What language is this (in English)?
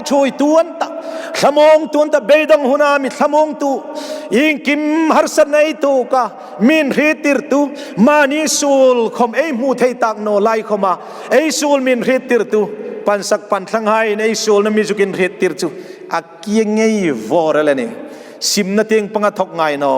Hmar